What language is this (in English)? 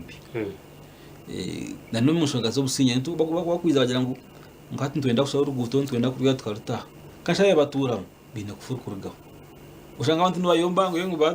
Nyankole